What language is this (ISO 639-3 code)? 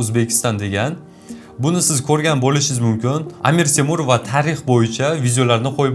uzb